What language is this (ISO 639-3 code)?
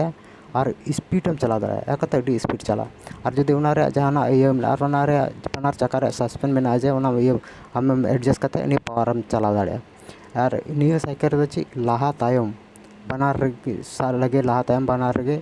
sat